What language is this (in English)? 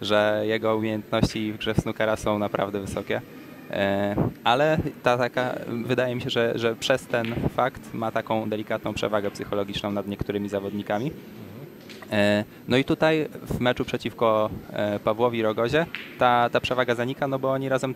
Polish